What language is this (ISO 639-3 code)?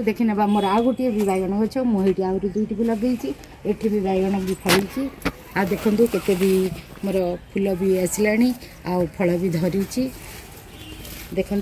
ori